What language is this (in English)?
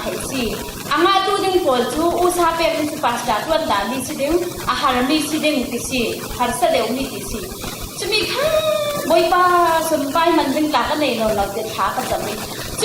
Falam Chin